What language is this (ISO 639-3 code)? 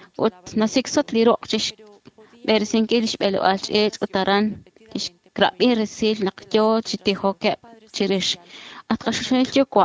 kek